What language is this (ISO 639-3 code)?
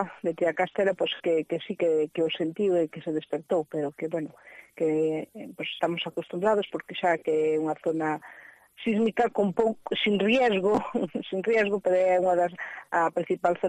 glg